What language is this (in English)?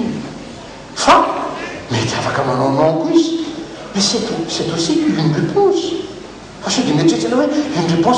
Malagasy